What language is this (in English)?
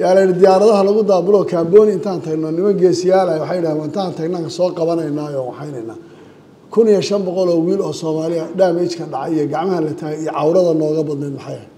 Somali